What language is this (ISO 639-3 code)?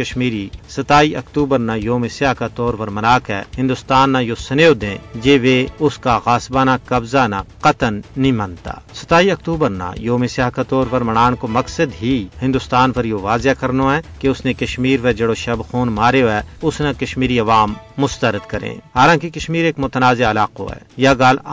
gju